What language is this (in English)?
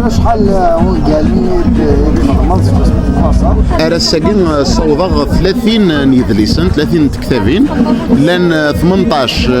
Kabyle